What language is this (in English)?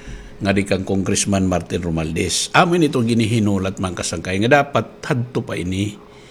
Waray